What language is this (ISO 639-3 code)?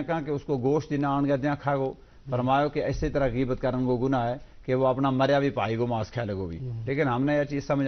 gju